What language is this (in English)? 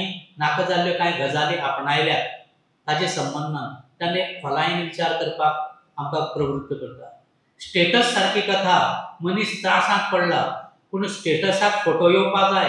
Konkani